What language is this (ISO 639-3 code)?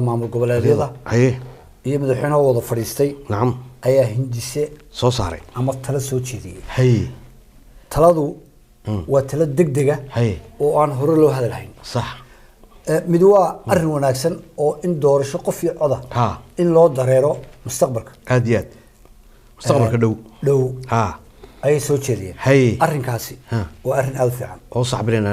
som